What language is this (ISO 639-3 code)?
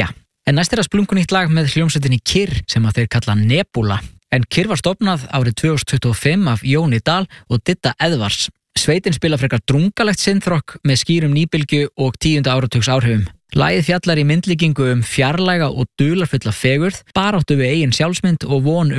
isl